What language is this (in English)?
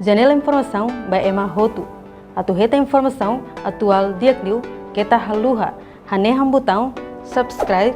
Tetum